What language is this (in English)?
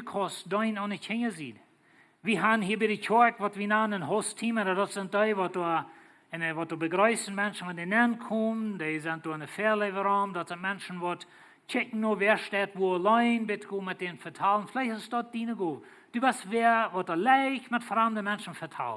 Plautdietsch